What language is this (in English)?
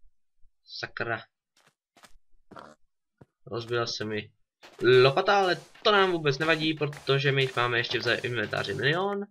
Czech